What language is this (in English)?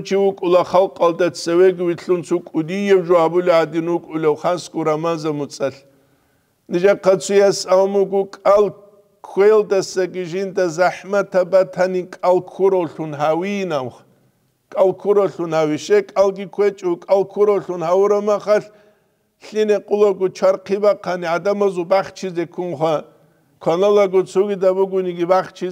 Avaric